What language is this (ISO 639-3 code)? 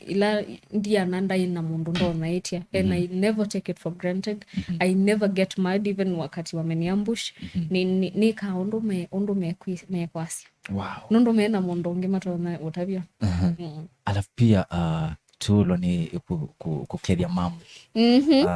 kam